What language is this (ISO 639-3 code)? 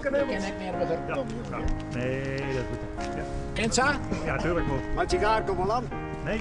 fry